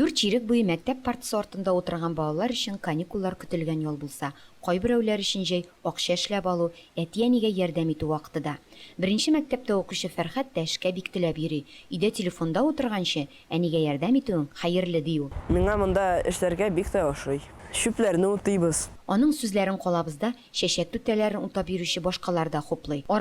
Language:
Tatar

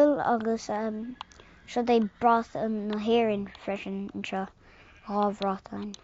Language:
Irish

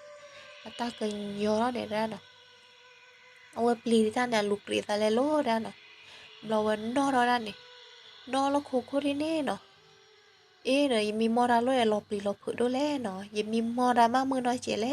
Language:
S'gaw Karen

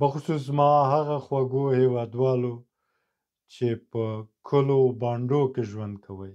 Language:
Pashto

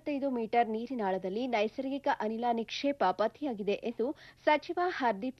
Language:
Kannada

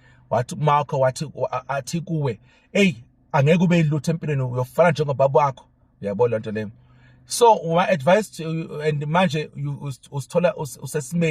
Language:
Zulu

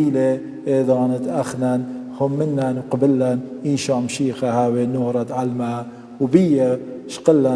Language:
Assyrian Neo-Aramaic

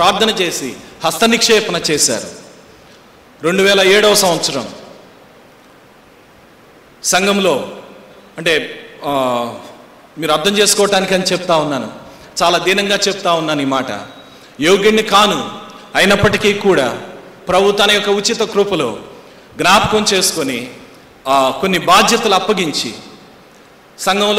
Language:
Telugu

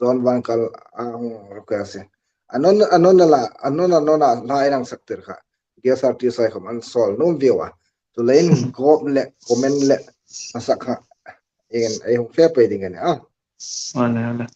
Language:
Hmar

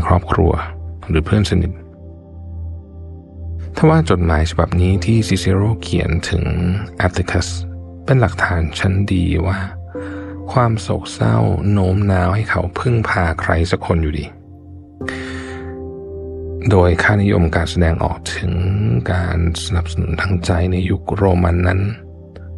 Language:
Thai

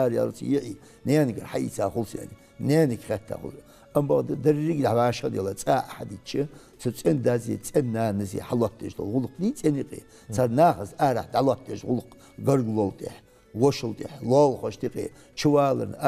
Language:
Ingush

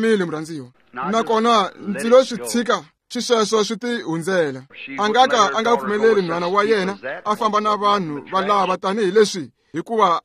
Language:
Tsonga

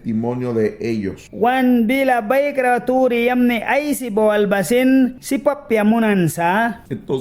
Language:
Mískito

